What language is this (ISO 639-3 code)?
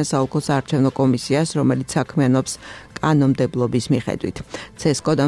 kat